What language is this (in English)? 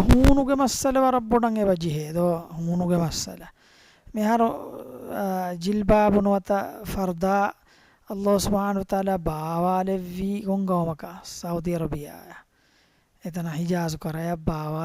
Divehi